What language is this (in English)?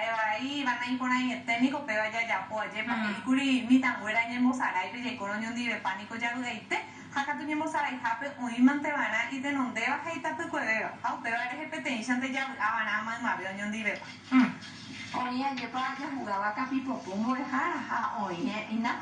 Guarani